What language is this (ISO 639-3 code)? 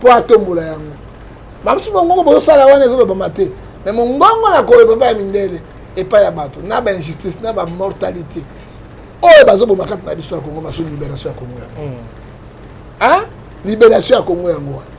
lin